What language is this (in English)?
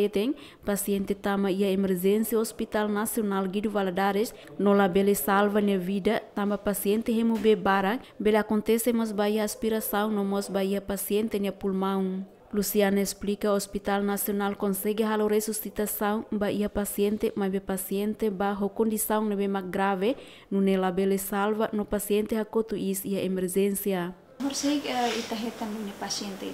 Tetum